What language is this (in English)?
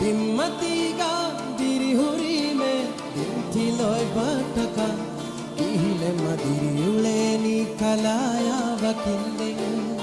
Divehi